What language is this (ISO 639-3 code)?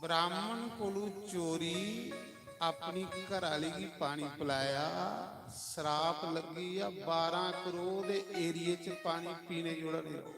doi